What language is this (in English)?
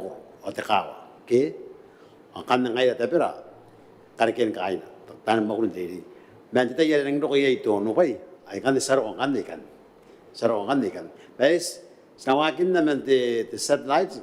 Gilbertese